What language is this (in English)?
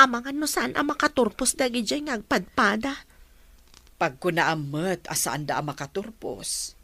Iloko